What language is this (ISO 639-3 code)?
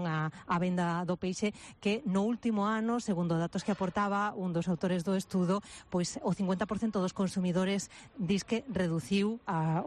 glg